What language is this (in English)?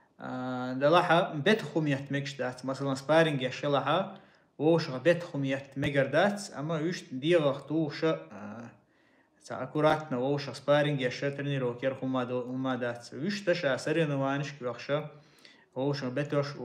Chechen